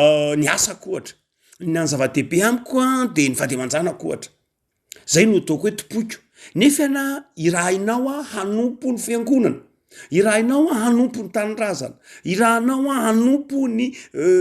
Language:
Malagasy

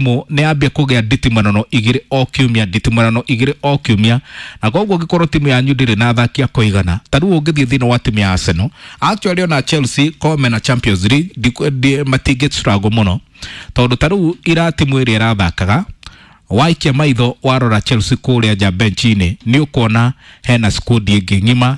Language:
Kikuyu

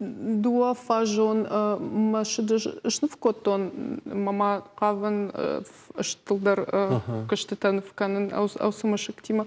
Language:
Ossetic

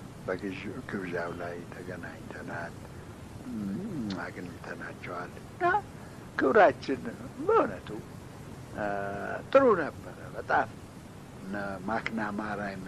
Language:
Amharic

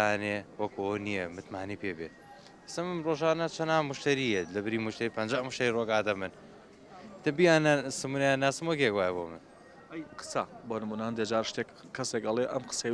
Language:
Central Kurdish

